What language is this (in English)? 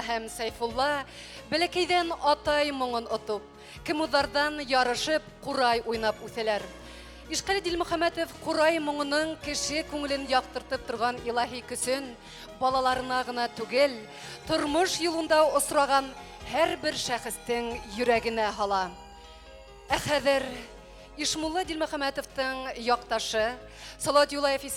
Bashkir